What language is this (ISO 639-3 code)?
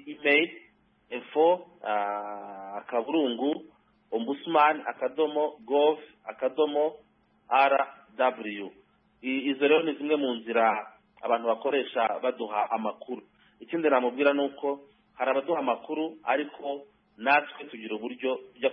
kin